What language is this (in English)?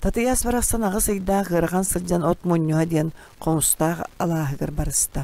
Yakut